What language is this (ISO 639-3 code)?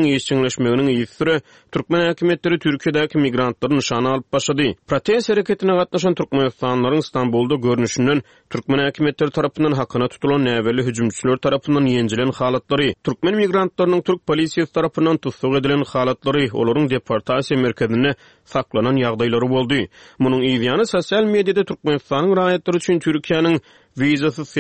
tuk